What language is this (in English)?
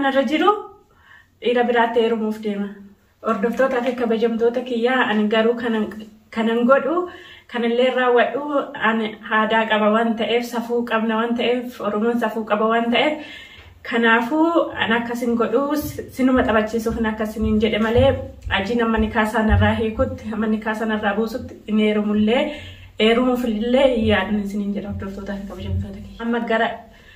Oromo